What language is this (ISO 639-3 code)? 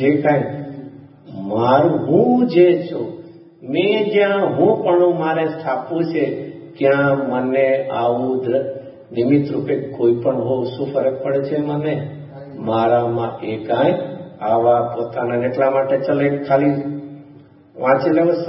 guj